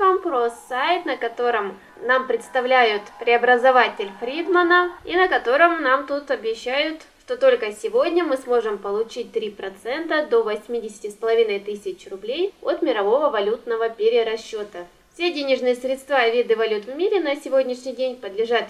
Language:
Russian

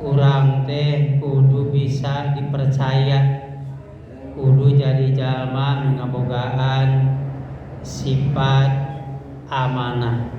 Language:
Sundanese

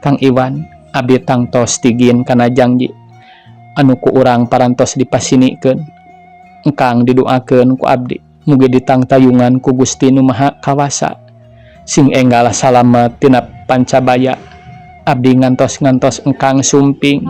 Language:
Sundanese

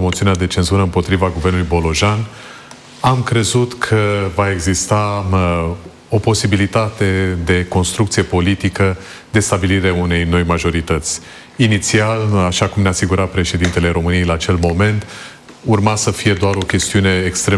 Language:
Romanian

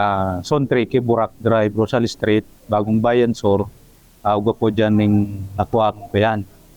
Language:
Bikol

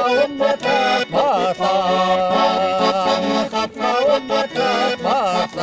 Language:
Chuvash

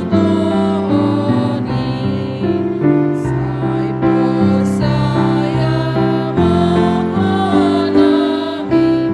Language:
Batak Simalungun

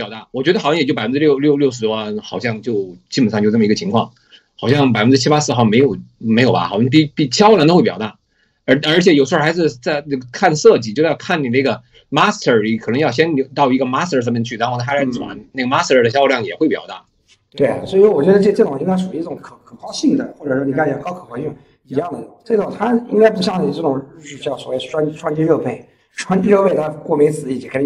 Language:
Chinese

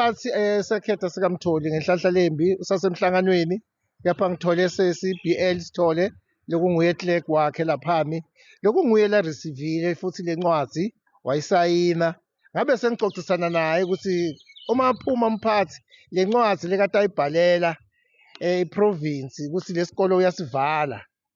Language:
Zulu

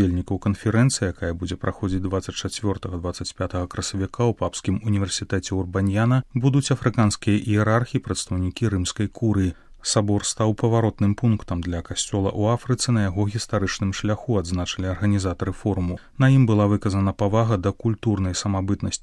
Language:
Belarusian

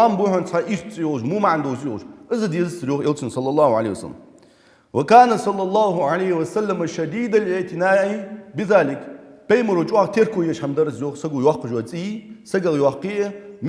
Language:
Ingush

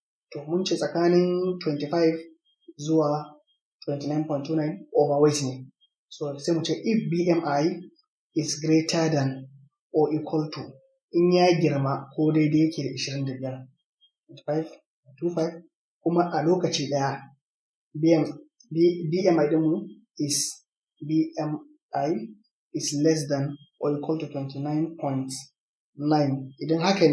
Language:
Hausa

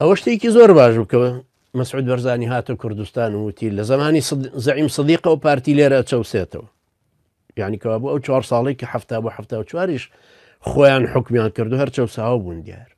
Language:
Central Kurdish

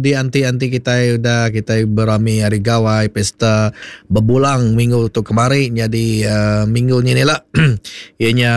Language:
Iban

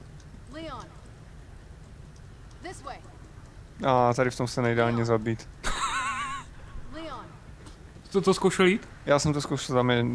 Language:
Czech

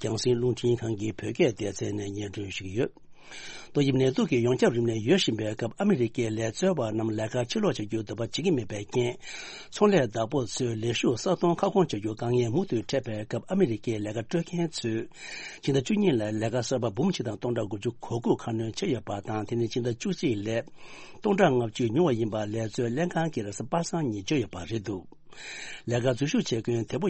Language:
Tibetan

